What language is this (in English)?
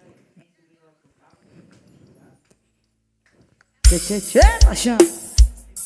Portuguese